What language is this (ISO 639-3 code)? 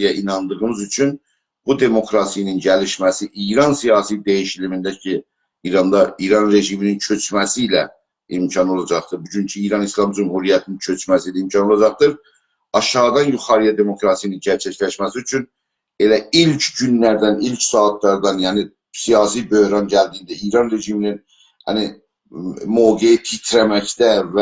azb